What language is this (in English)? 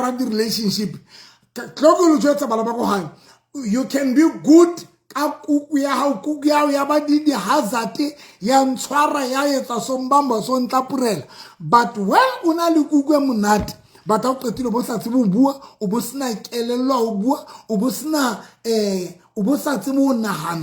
Southern Sotho